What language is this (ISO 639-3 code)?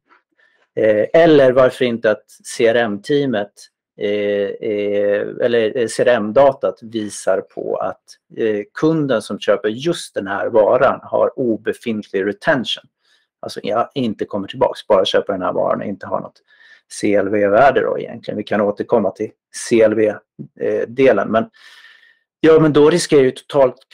swe